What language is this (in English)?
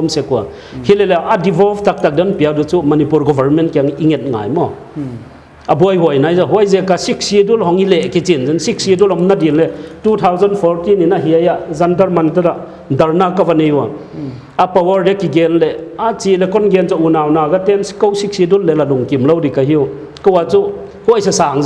Paite Chin